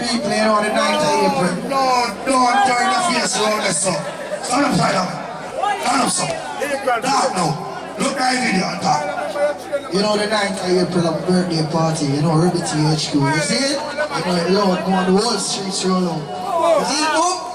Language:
Jamaican Creole English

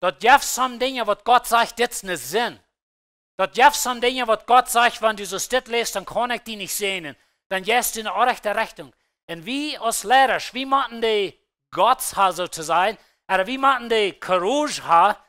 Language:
Plautdietsch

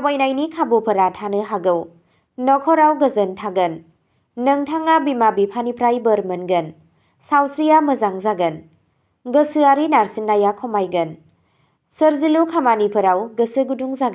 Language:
Bodo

